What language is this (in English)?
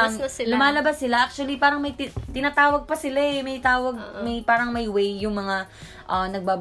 Filipino